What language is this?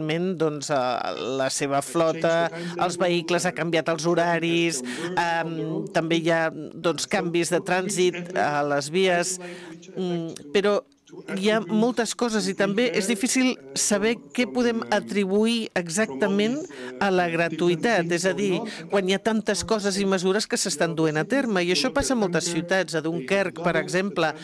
Catalan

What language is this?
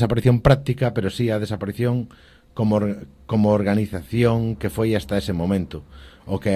Galician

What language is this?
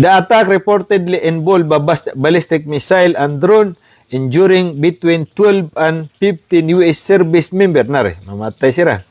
Maranao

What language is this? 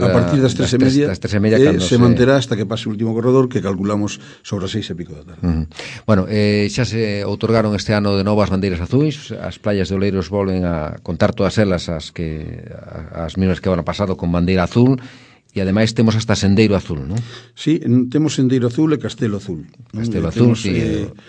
Galician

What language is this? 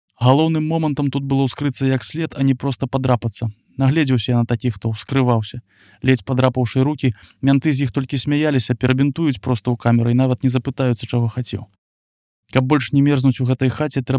Belarusian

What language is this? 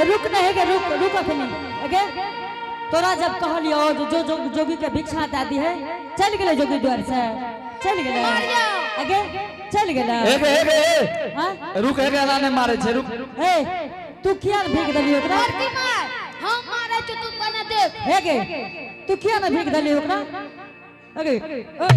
Angika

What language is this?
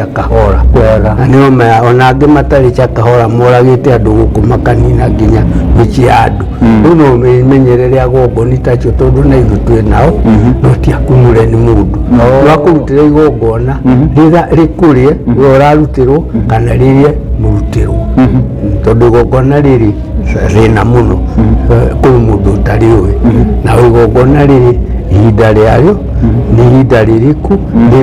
Kikuyu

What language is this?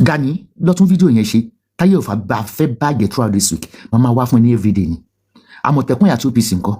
Yoruba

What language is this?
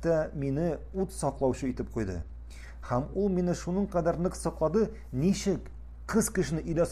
Tatar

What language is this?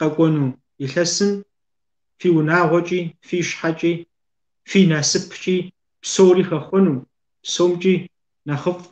Kabardian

